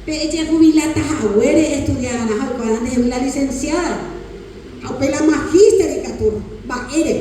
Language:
Guarani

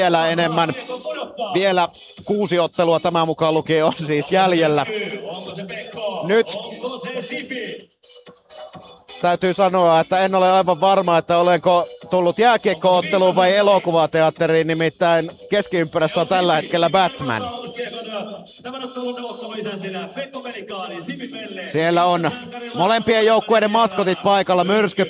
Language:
Finnish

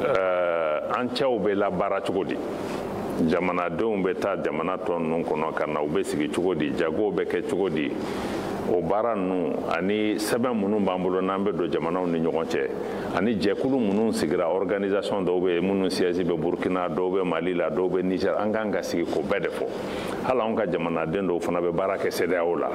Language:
Bambara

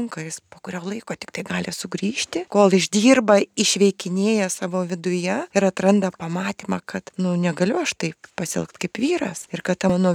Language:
Lithuanian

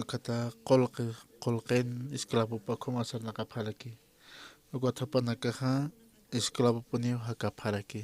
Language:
Aymara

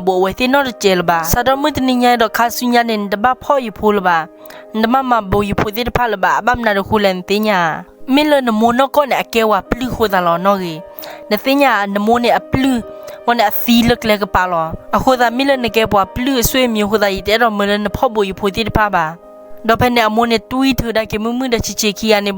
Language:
S'gaw Karen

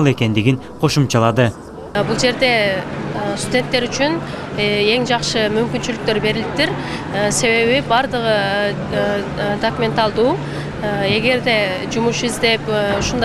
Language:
Kyrgyz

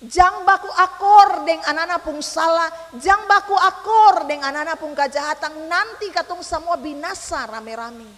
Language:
Ambonese Malay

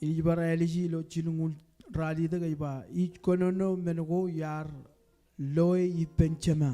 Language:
Marshallese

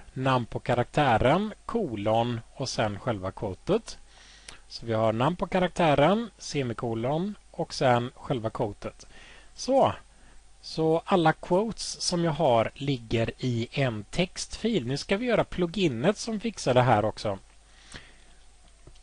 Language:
Swedish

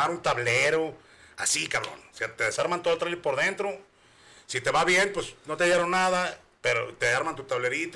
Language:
Spanish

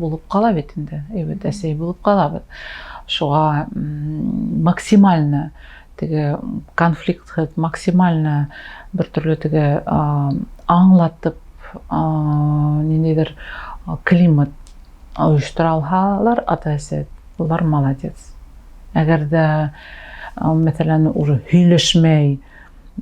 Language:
Bashkir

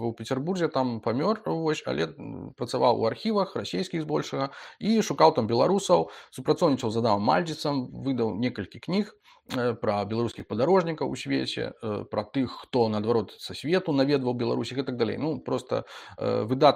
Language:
Belarusian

